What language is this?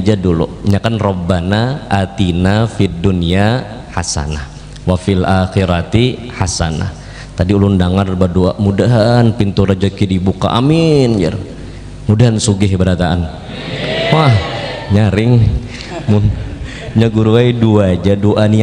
Banjar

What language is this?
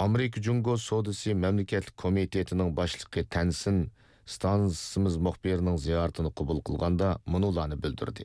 Uyghur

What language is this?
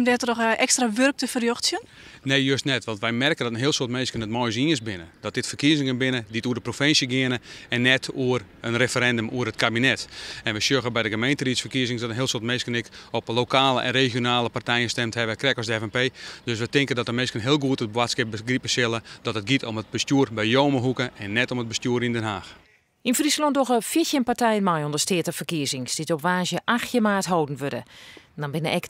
Western Frisian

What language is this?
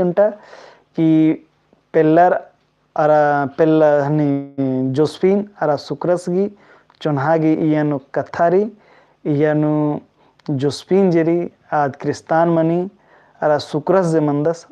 Kurukh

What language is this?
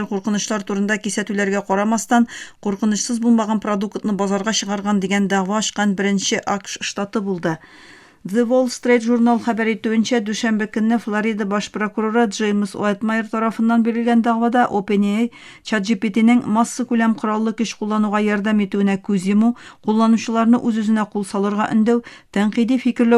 Tatar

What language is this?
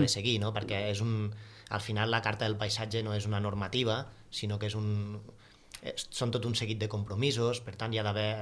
Catalan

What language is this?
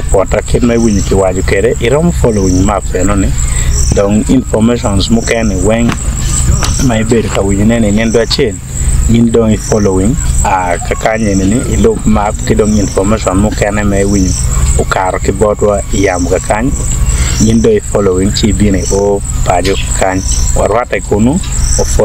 Acoli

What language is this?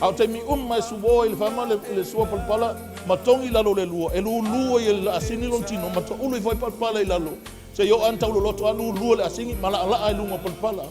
Samoan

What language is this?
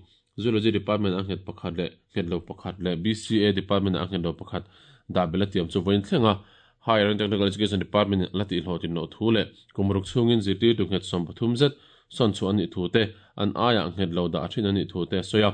Mizo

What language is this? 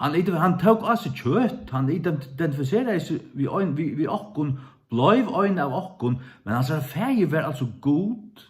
Faroese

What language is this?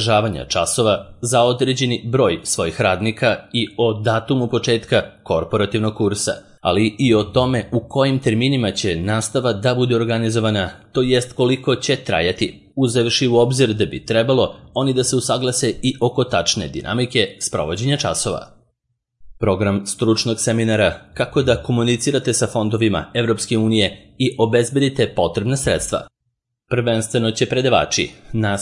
Serbian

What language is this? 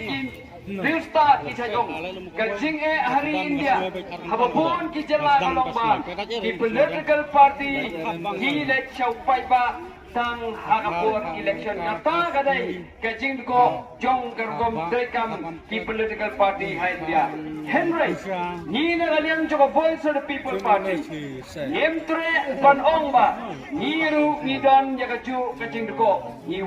Khasi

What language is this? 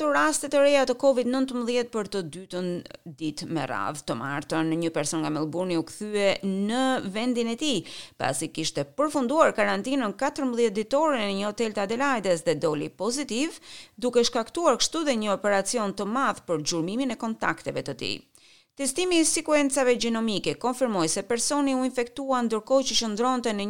Albanian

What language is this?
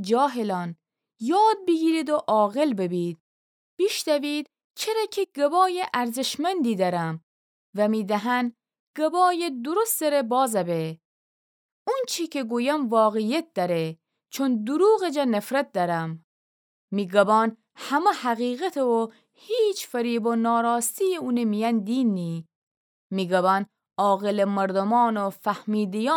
Gilaki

